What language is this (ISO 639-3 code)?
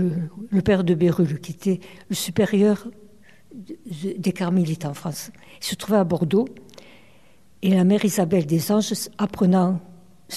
fra